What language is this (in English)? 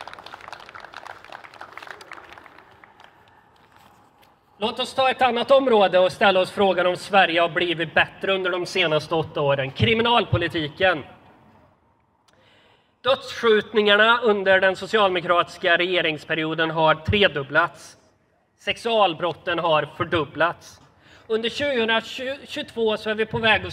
Swedish